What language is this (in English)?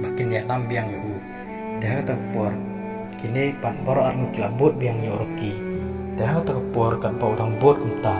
Khasi